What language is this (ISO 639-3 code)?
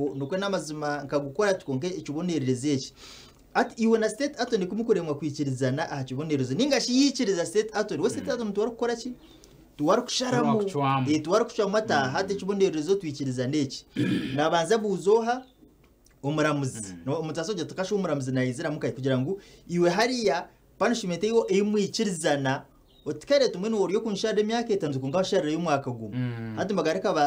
nyn